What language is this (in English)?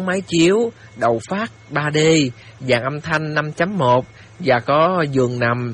Vietnamese